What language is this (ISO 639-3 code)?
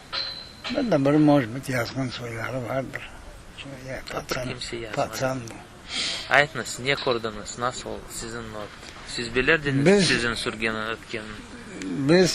crh